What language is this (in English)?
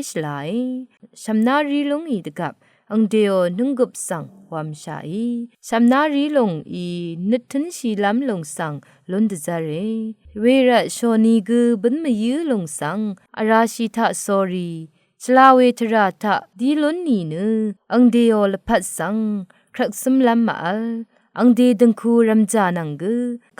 Rawang